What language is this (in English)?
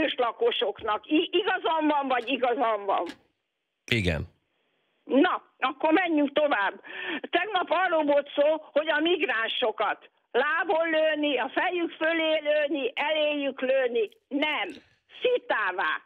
Hungarian